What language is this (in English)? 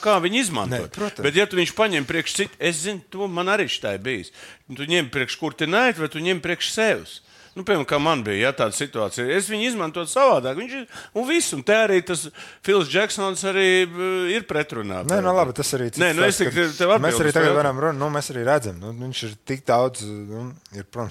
Latvian